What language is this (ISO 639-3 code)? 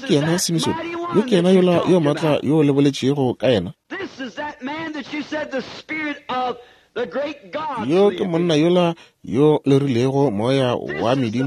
nso